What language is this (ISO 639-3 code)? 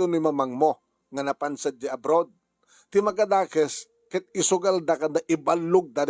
ilo